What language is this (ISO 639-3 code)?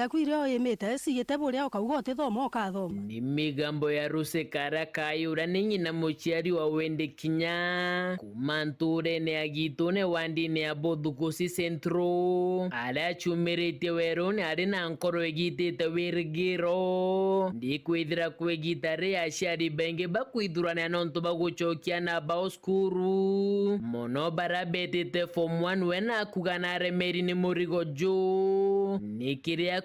mer